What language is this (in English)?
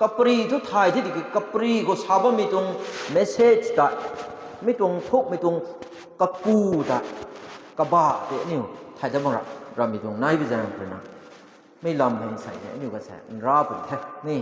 Rongmei Naga